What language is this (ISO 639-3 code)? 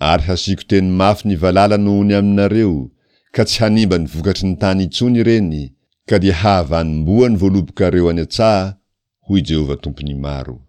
mlg